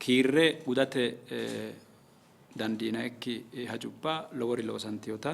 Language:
Sidamo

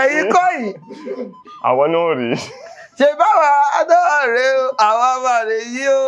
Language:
Yoruba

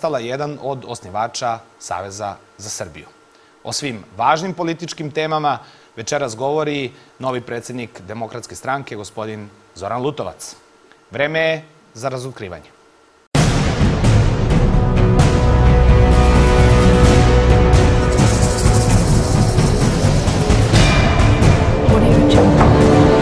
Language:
Serbian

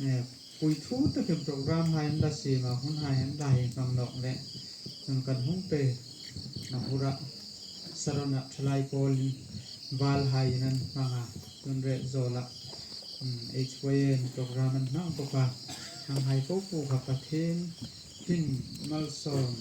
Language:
Hmar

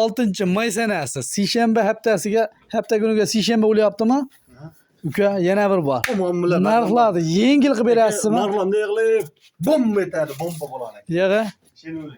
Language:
Uzbek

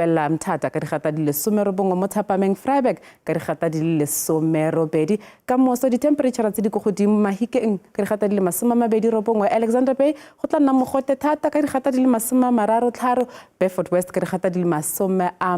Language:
Tswana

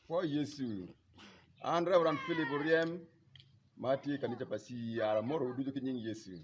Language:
Acoli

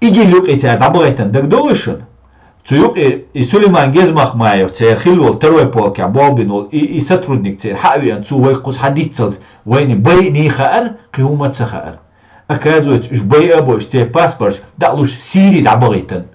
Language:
Chechen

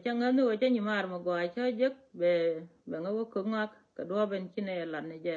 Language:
Nuer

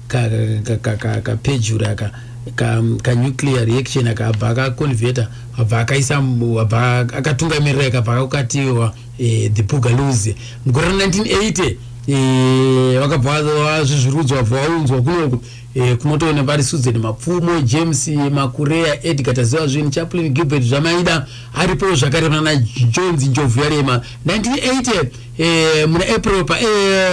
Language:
Shona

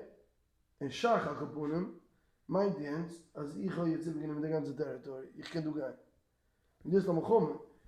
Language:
Yiddish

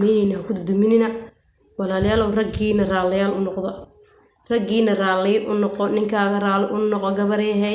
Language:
Somali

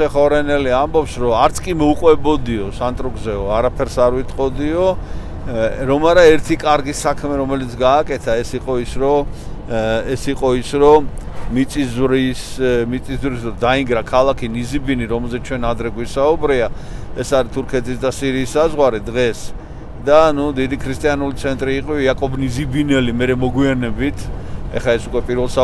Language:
Georgian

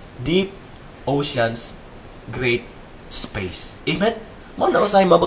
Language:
Cebuano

